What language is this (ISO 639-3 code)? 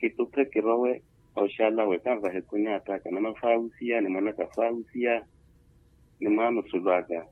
vmw